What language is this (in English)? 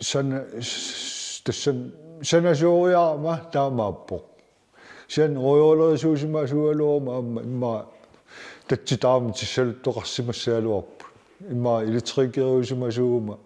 Kalaallisut